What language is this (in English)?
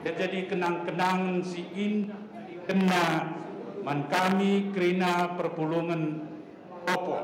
Batak Karo